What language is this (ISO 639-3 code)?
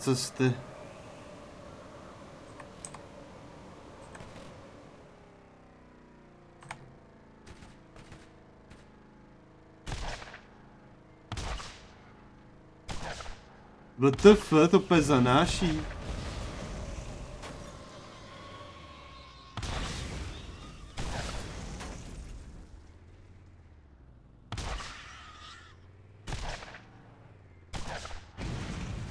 ces